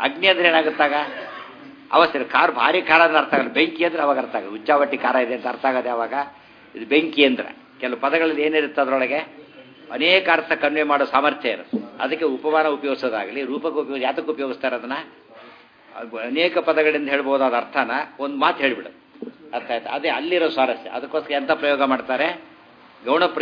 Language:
Kannada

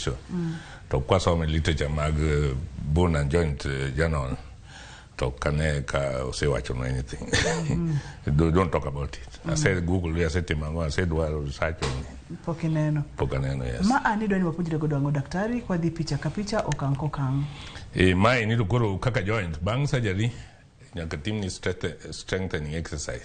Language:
Luo (Kenya and Tanzania)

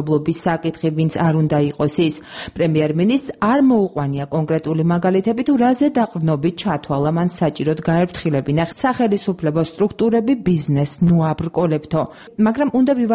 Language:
Georgian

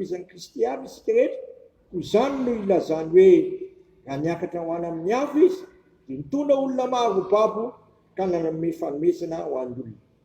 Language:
Malagasy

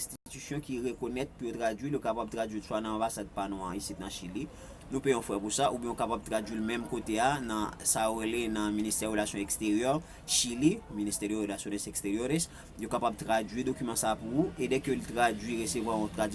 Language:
Haitian Creole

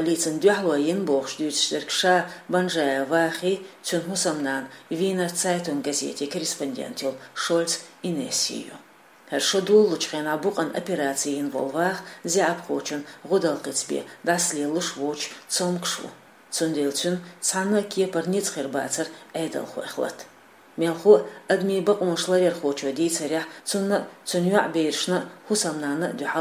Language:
Chechen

